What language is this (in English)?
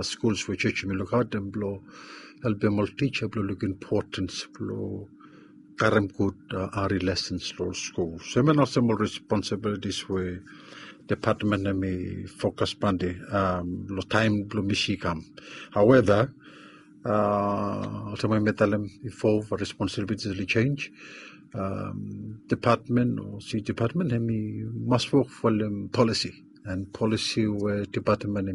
Bislama